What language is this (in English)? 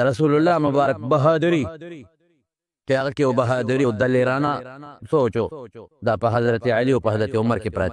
Pashto